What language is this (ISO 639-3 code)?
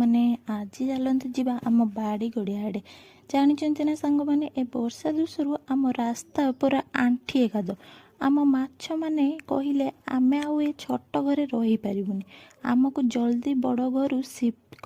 ori